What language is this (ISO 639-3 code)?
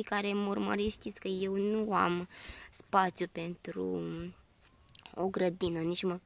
ron